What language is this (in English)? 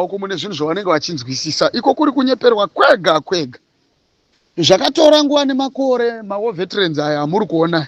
Shona